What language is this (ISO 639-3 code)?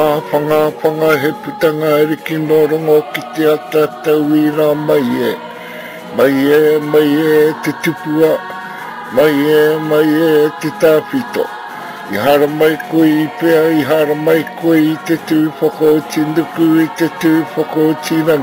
mri